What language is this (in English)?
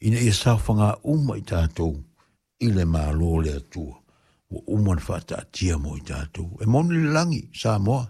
Samoan